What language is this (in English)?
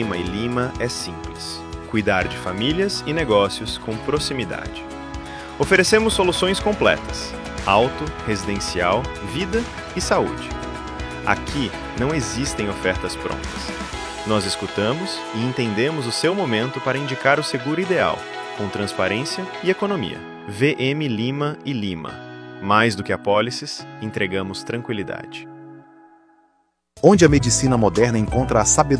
Portuguese